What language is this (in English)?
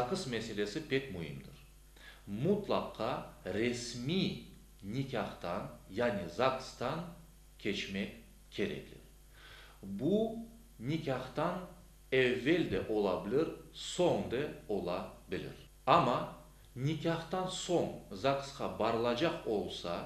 Crimean Tatar